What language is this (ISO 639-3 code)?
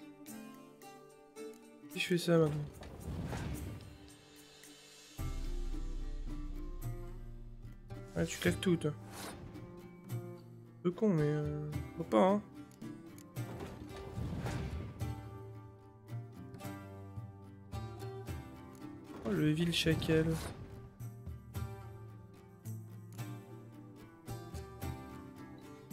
fra